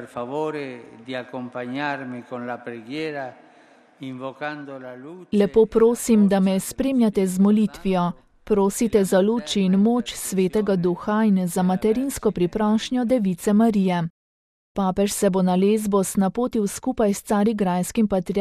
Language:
Slovenian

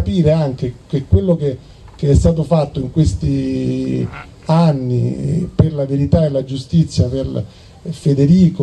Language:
Italian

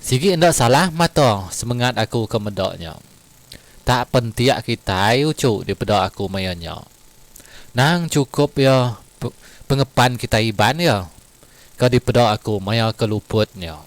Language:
Iban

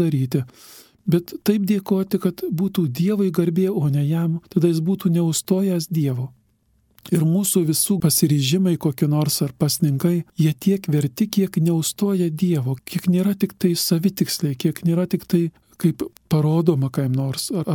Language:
Lithuanian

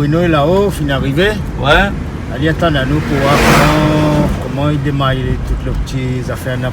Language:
Réunion Creole French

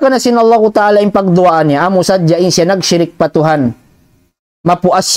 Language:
Tausug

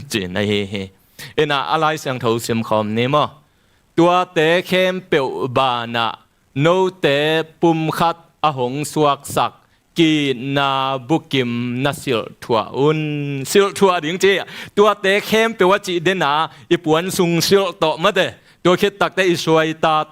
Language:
Tedim Chin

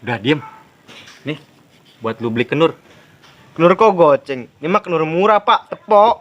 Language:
Betawi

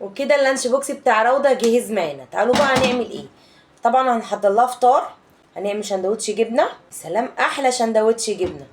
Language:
Egyptian Arabic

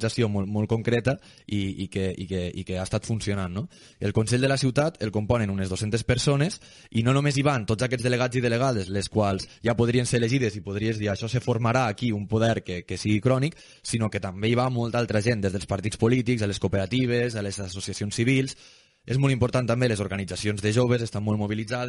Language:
Catalan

